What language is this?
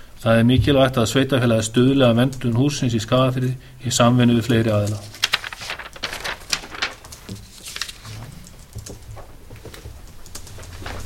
Icelandic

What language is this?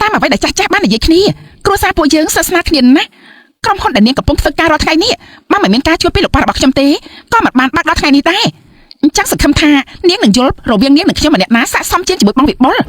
Khmer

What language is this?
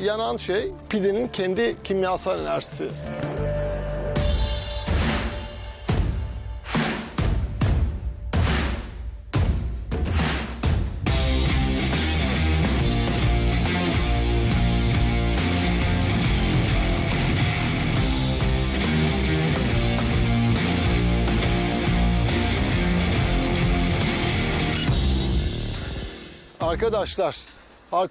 Turkish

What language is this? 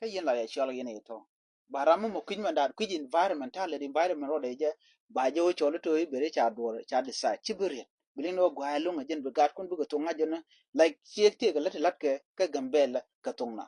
Nuer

